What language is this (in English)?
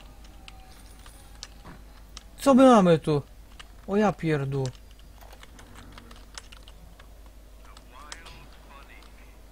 Polish